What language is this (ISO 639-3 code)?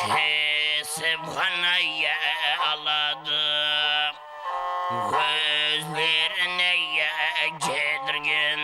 kaa